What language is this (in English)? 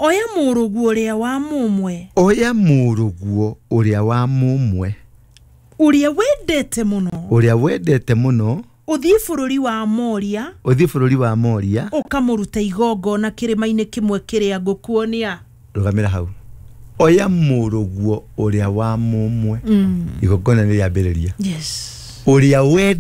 Kikuyu